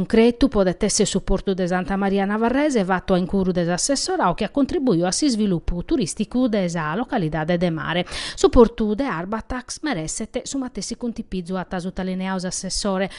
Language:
Sardinian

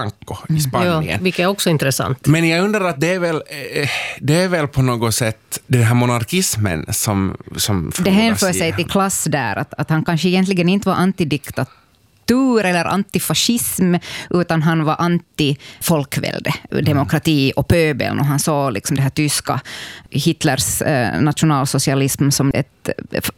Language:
Swedish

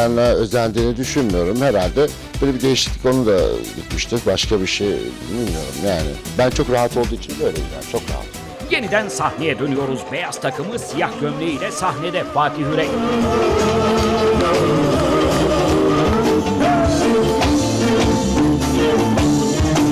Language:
Turkish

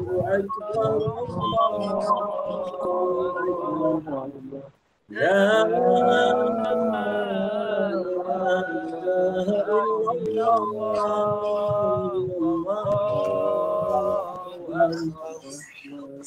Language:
Malay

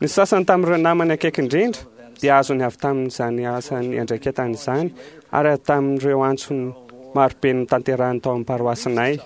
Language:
Malagasy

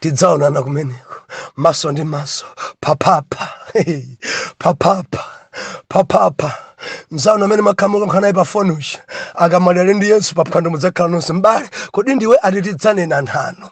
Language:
Nyanja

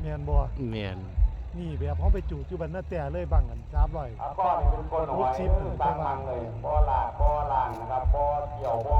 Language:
Northeastern Thai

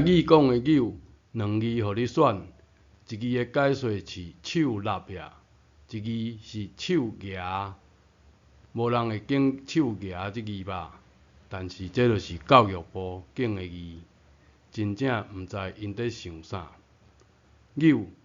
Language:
Min Nan Chinese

